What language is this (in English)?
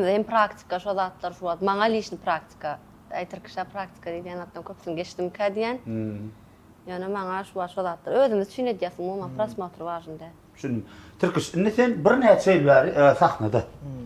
Turkmen